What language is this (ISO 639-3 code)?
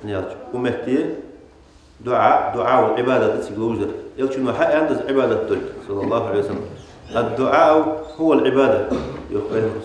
inh